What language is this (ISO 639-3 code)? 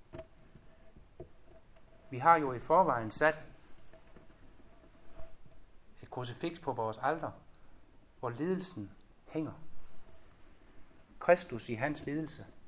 dan